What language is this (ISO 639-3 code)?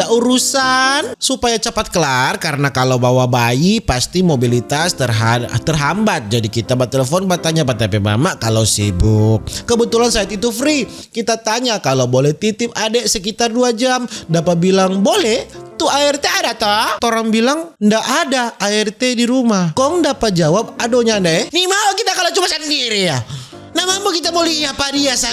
xmm